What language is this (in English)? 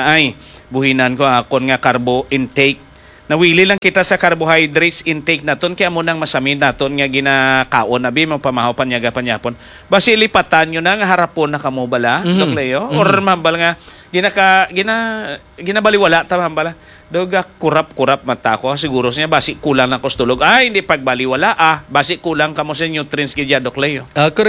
Hiligaynon